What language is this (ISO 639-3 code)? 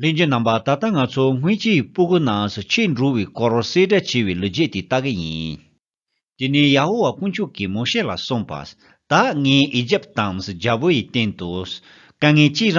bod